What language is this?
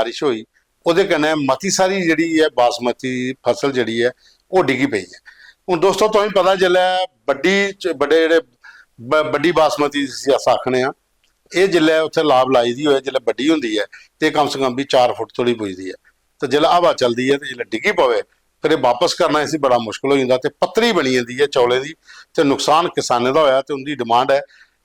Dogri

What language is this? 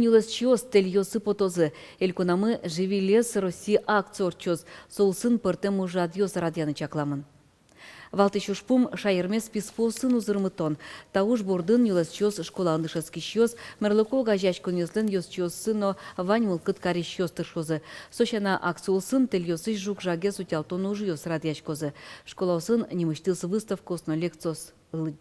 Udmurt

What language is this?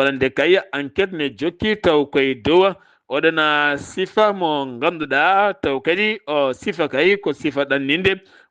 Fula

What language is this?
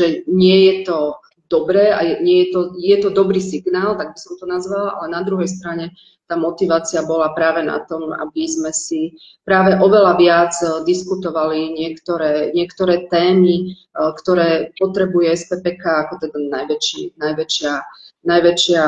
Slovak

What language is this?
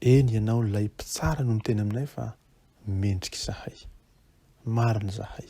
Malagasy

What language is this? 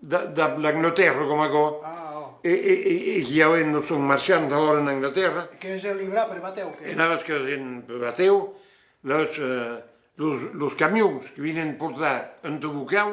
Occitan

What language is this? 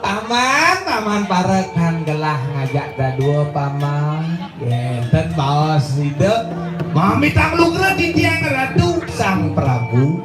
Balinese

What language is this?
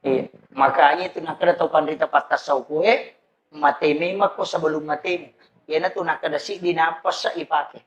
Buginese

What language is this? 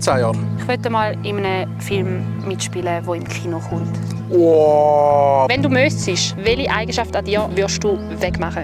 Swiss German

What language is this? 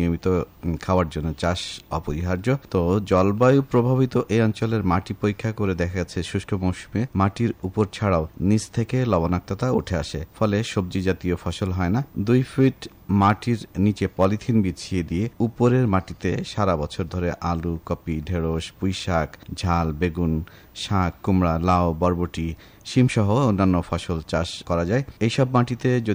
Bangla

